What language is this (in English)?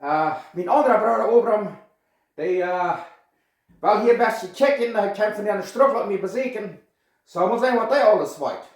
Plautdietsch